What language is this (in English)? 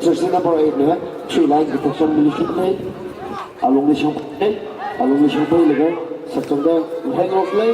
Tangkhul Naga (India)